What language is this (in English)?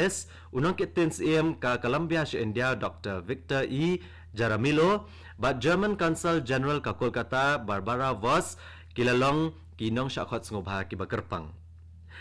Khasi